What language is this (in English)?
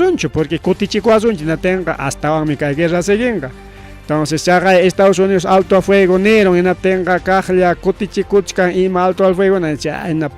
Ayacucho Quechua